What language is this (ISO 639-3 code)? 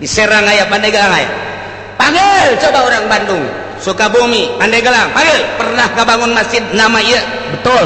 sun